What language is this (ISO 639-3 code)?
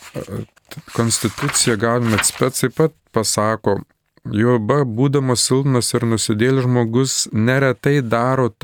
lit